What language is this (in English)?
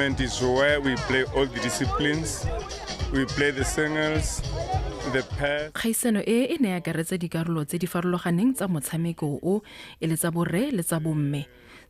Tswana